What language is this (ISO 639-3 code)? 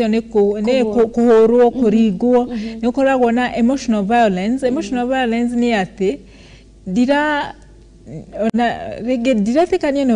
kik